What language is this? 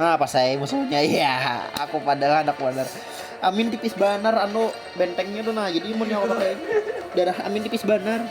Banjar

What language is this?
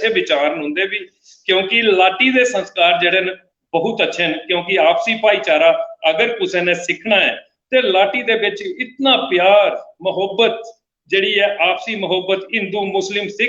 Dogri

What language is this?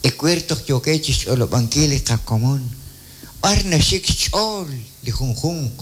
Kekchí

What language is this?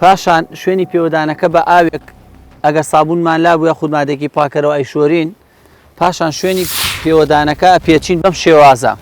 Central Kurdish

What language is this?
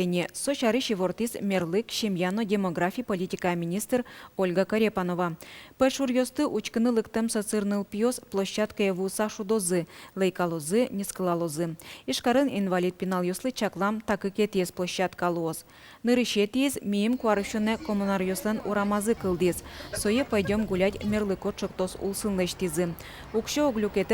Udmurt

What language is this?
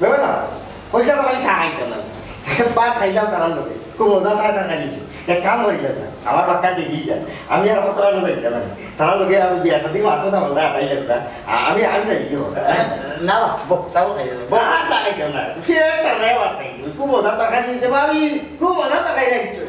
Sylheti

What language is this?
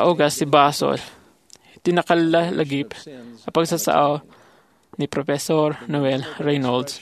Iloko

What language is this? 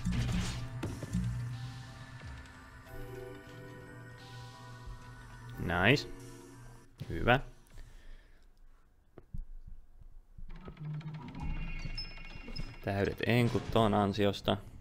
Finnish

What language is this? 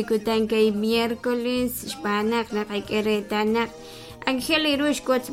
Kekchí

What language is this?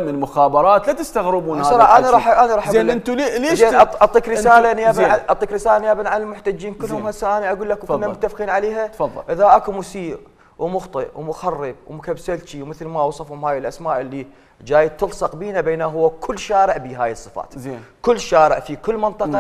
Mesopotamian Arabic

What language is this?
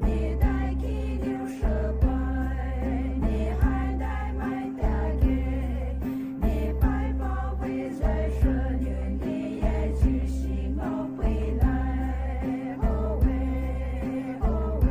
Poumei Naga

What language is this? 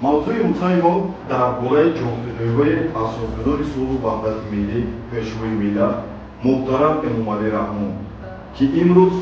Tajik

